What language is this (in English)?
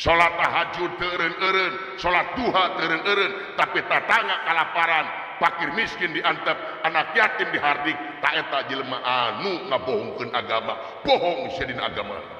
Sundanese